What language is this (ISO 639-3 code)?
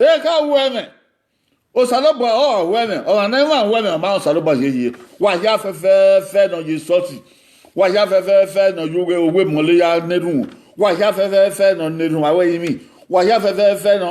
bin